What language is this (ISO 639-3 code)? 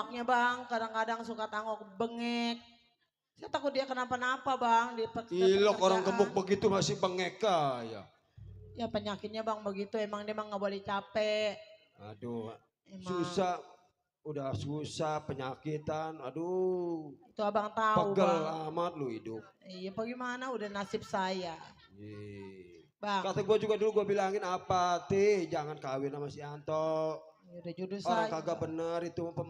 bew